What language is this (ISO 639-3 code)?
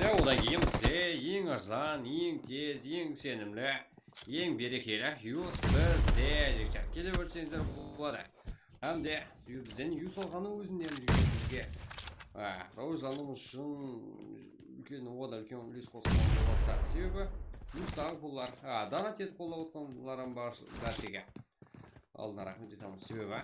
kaa